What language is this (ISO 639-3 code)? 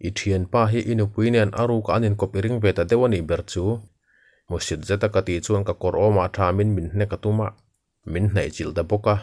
lus